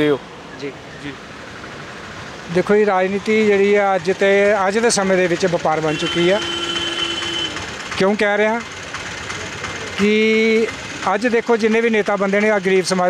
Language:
Punjabi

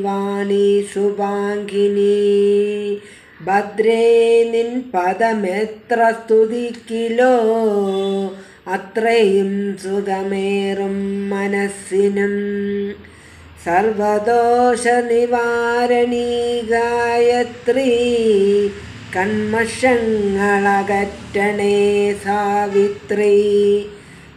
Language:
Malayalam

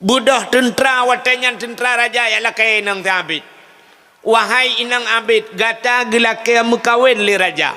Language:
Achinese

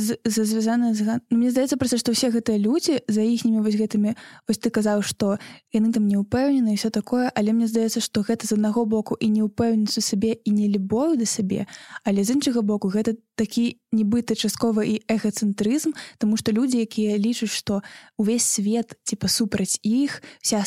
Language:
Belarusian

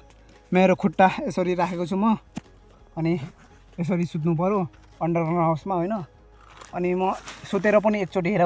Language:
Nepali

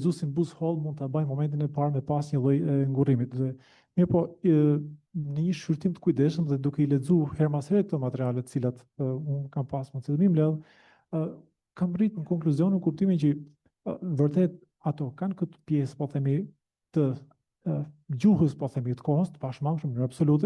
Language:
Albanian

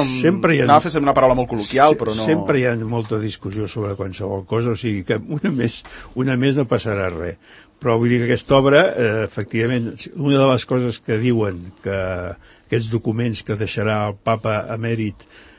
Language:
Catalan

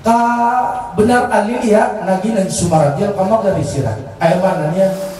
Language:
Maranao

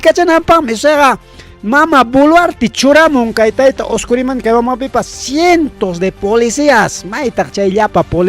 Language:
Ayacucho Quechua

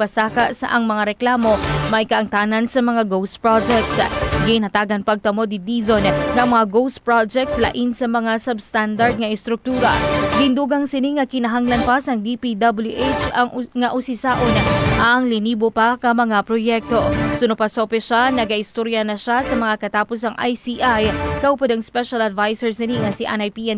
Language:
Hiligaynon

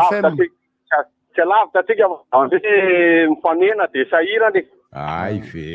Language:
Malagasy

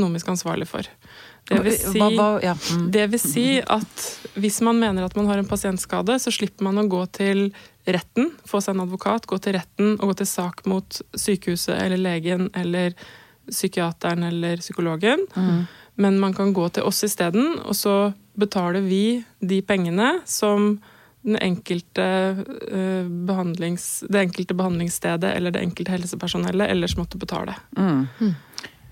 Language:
Norwegian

